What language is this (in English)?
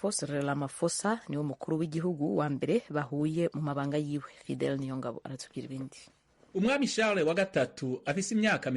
Rundi